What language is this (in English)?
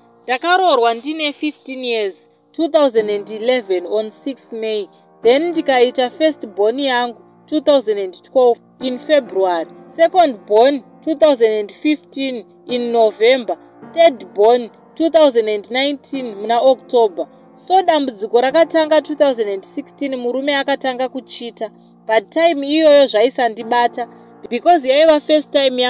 Shona